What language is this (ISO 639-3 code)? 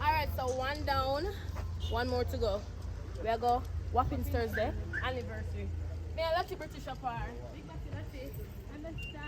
jam